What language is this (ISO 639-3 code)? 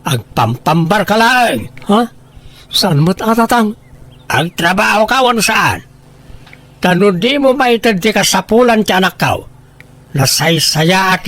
ilo